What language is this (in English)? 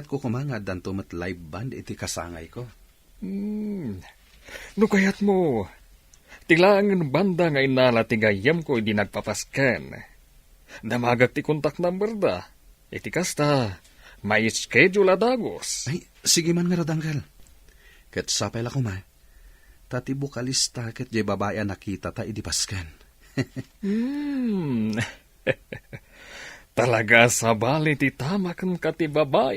Iloko